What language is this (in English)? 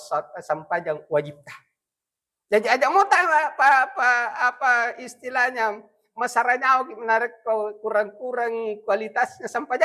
Buginese